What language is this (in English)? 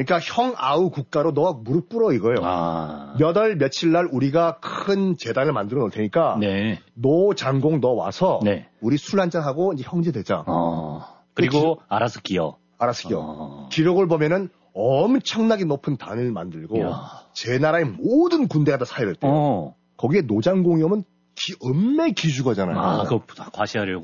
Korean